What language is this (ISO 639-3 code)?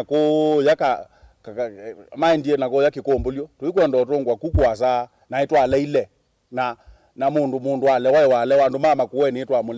kam